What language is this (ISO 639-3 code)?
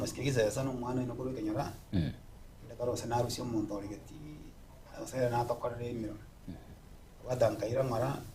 guz